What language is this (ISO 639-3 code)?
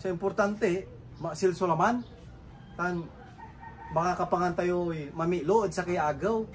pag